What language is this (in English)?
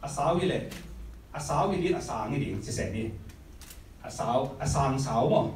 Tedim Chin